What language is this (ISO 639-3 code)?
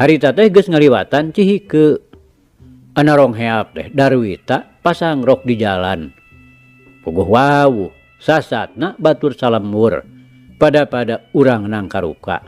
sun